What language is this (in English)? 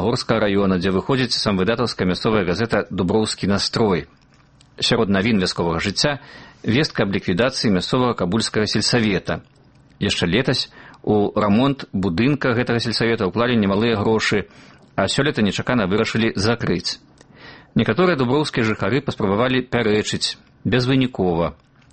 Belarusian